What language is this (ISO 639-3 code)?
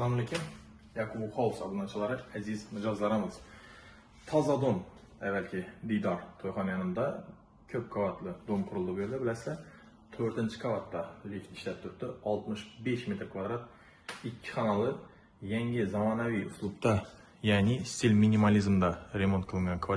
uzb